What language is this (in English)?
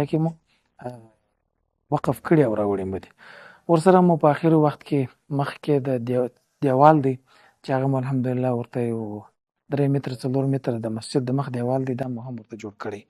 Pashto